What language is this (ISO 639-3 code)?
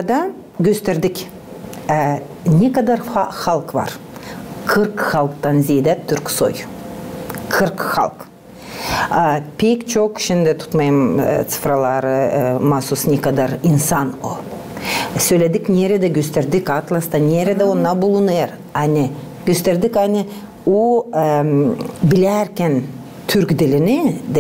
gag